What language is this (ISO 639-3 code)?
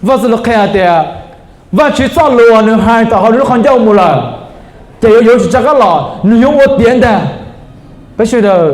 hmn